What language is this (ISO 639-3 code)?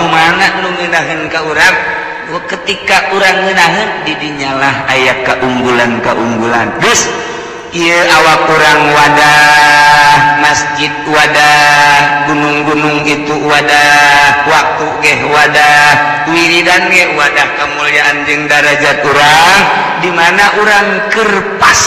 sun